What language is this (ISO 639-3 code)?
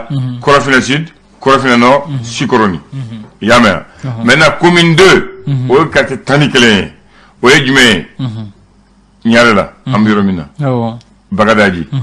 bam